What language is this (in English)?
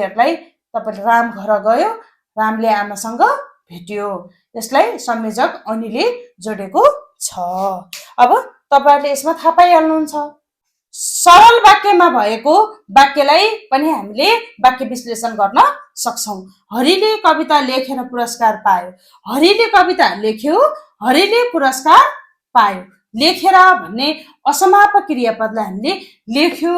Nepali